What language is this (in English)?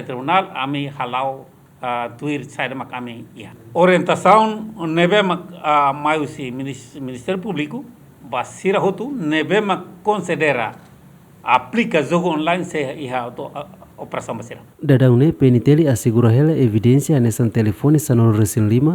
Tetum